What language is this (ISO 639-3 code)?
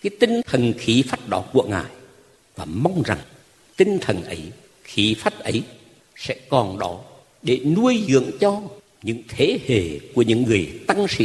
vie